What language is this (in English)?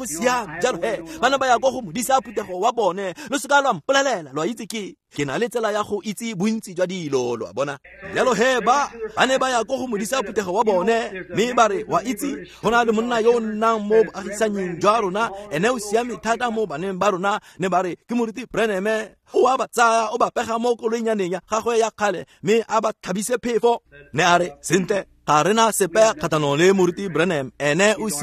Tswana